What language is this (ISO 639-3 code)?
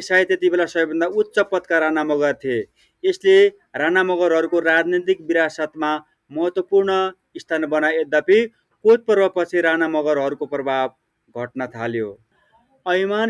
nep